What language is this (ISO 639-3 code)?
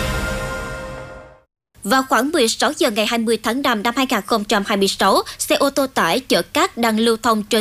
vie